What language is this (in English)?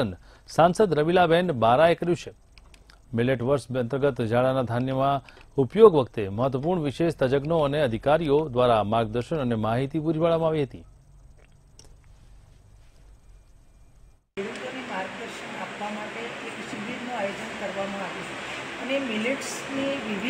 Gujarati